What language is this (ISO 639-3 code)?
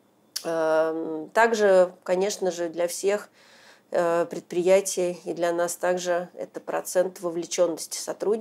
rus